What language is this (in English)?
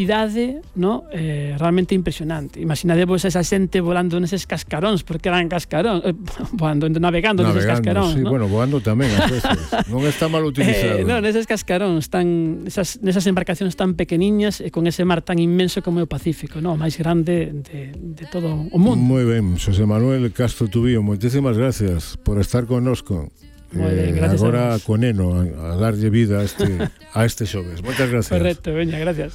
Galician